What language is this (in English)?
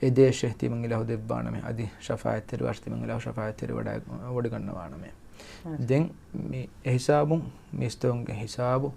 Divehi